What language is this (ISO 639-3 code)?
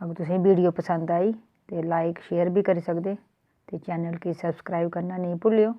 doi